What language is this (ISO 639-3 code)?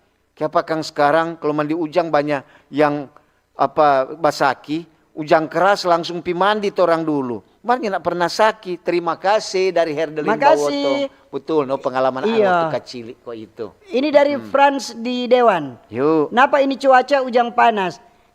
xmm